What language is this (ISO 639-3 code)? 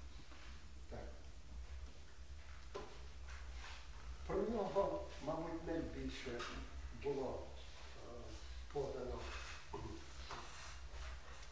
ukr